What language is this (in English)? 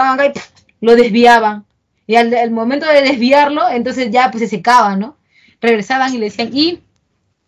Spanish